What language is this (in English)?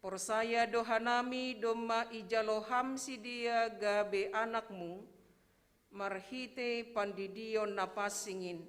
Batak Simalungun